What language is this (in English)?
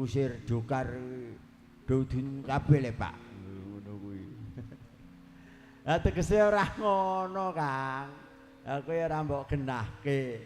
Javanese